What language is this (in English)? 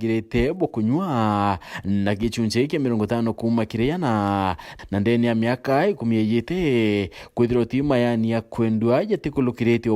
Meru